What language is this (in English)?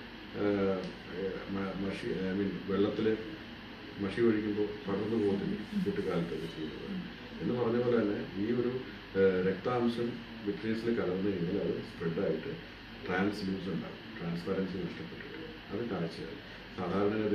Malayalam